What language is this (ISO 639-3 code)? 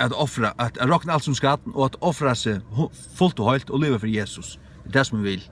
fao